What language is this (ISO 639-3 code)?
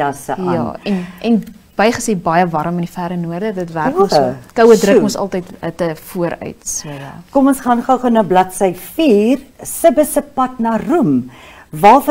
afr